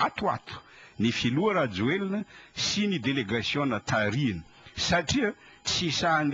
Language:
Malagasy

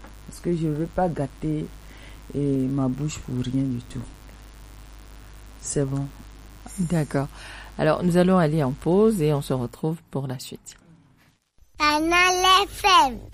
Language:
French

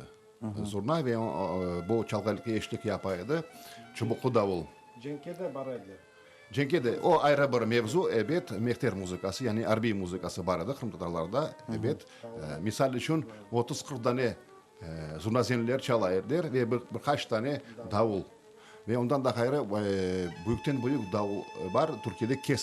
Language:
Crimean Tatar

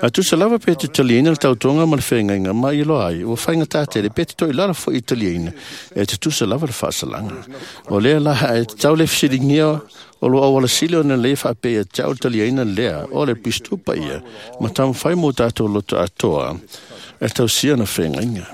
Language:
Samoan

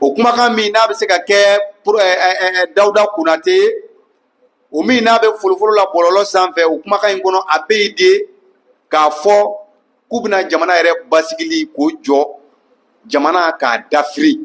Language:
Bambara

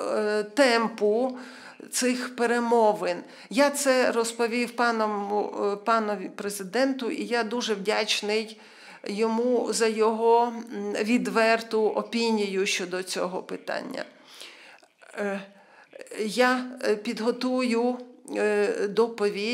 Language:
Ukrainian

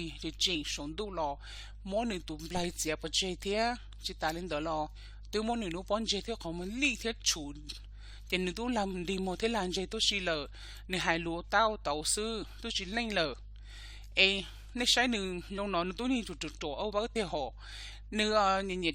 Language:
Hmong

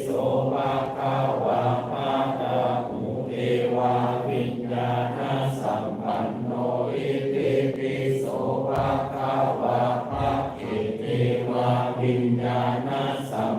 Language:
Pali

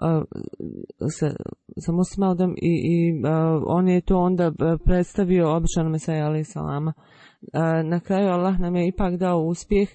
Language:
Bosnian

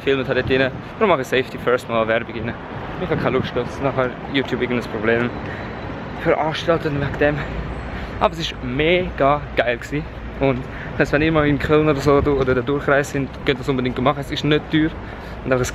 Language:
Swiss German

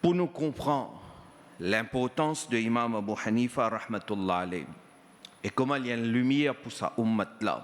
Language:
Morisyen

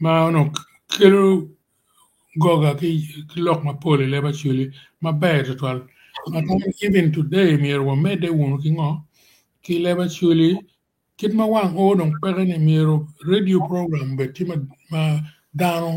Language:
Acoli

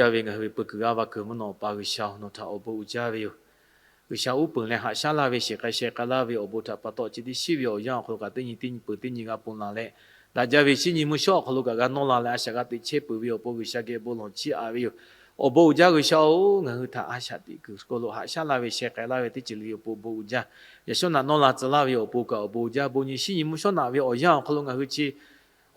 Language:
Lahu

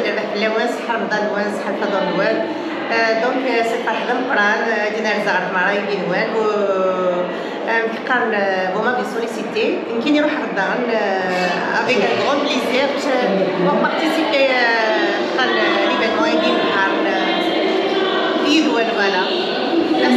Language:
Kabyle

